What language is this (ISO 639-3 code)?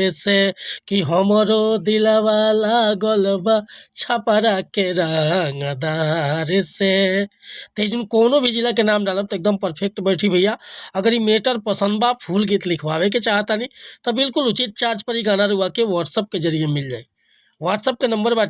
bho